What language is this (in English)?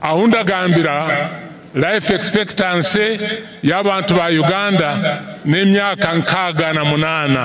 Nyankole